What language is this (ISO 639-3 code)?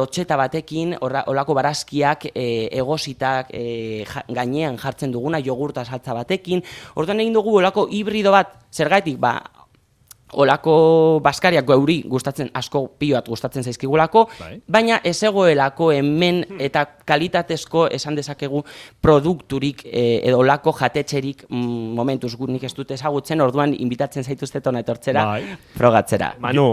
eus